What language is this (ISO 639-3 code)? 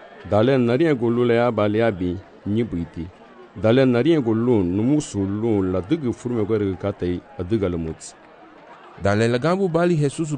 cab